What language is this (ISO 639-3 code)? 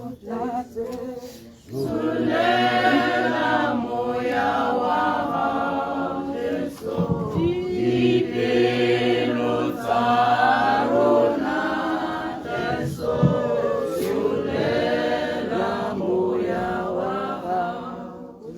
tsn